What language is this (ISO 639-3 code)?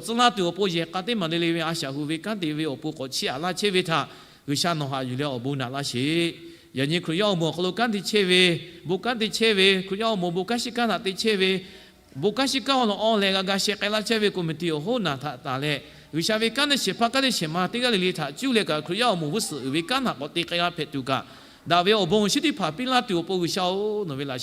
lhu